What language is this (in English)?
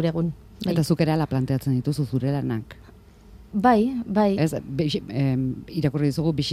Basque